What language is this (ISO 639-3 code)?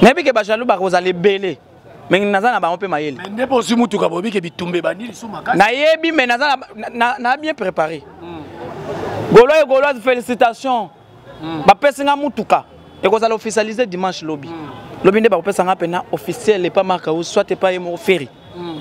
lin